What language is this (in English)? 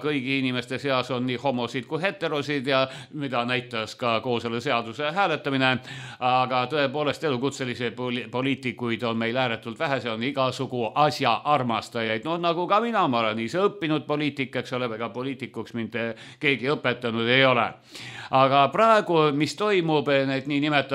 Estonian